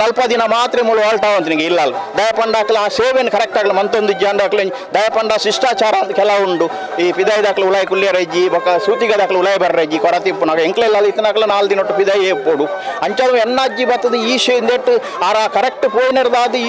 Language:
Kannada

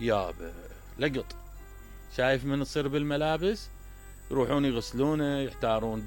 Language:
Mesopotamian Arabic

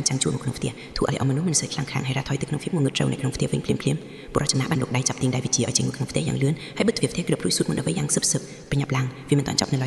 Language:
Khmer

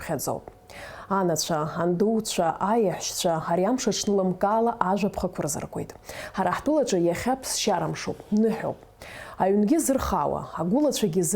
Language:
Abkhazian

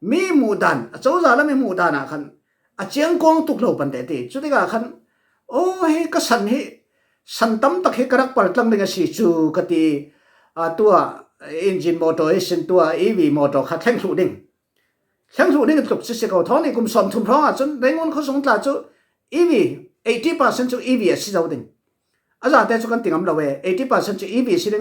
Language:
Falam Chin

